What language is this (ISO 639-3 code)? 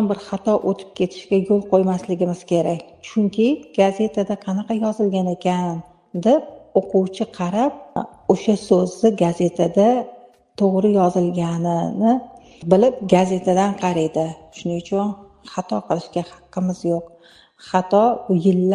uzb